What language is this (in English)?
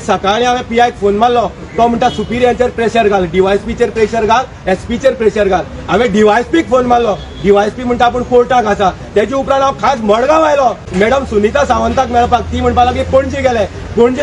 Konkani